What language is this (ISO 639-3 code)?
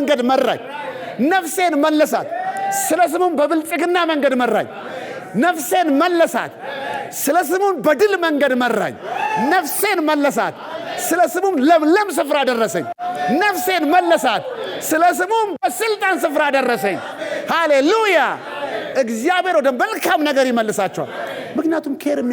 amh